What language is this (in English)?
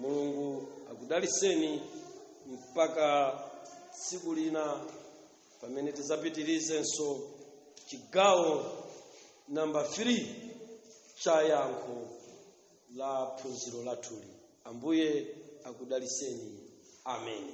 Nyanja